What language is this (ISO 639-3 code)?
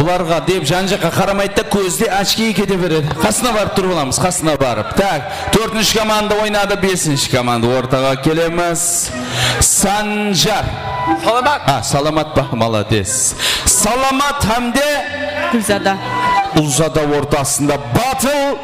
kaa